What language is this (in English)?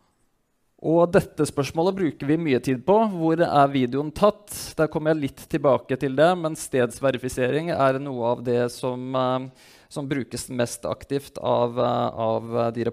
Norwegian